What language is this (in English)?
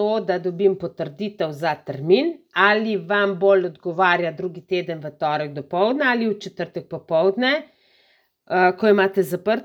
Slovenian